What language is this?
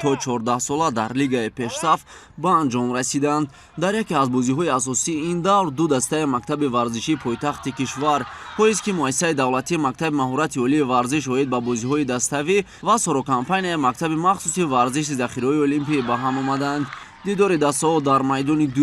Tajik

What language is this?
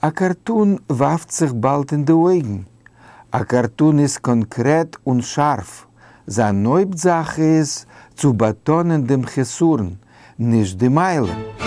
Yiddish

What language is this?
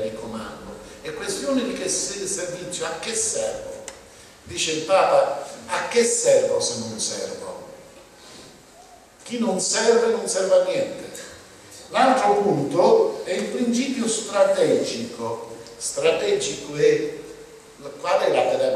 Italian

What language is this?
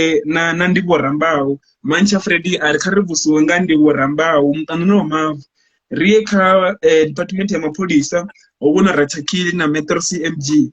Venda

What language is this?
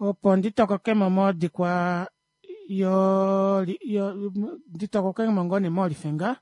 Kuanyama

